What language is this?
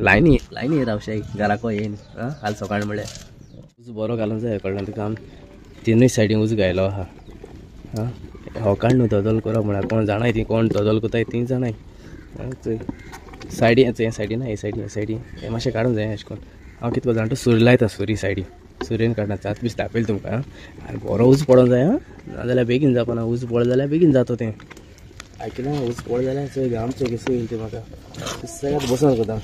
Konkani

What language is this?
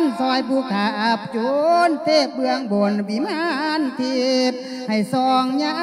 Lao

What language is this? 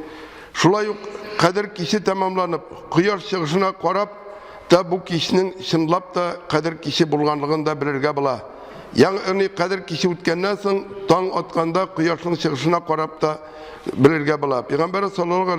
Tatar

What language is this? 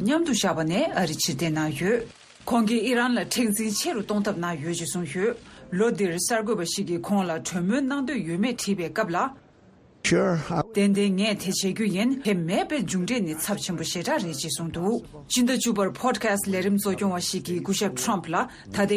Tibetan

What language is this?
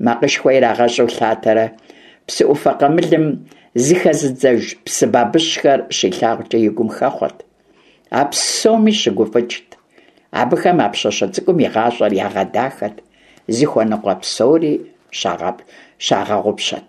Kabardian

